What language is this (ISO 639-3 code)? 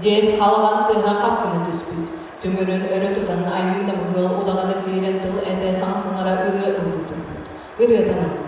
sah